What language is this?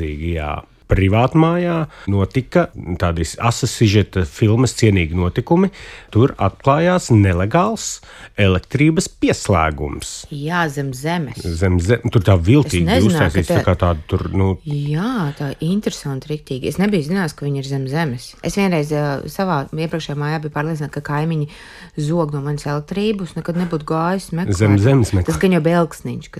Latvian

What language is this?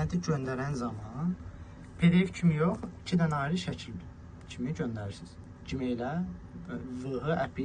Azerbaijani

